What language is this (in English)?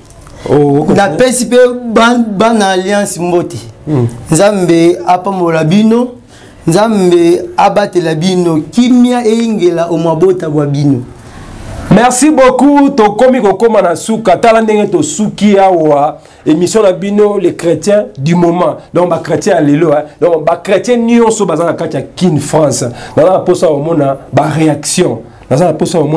Lingala